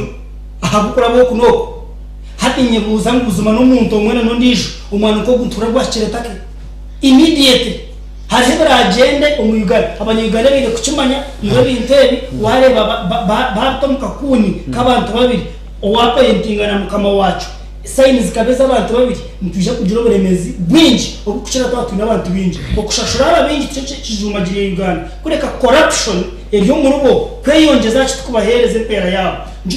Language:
Nyankole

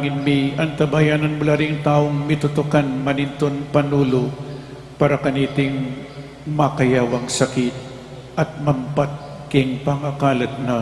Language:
Pampanga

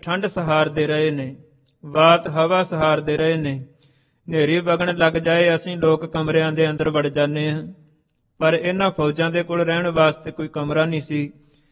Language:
Punjabi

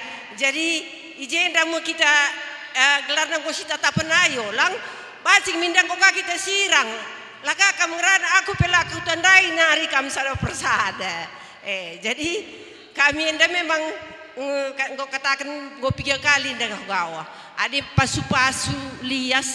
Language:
Batak Karo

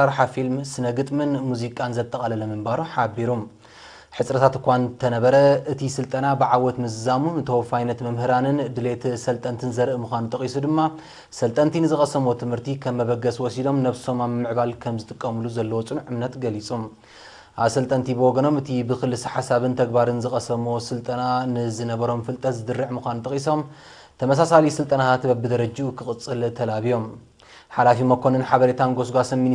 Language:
Tigrinya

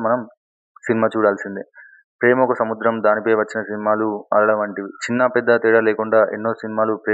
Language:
Telugu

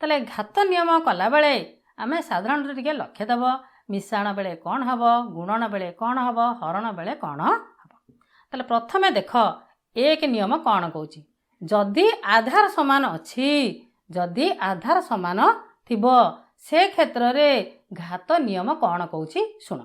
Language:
Odia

